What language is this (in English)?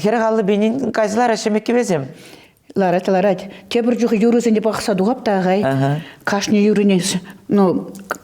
Chuvash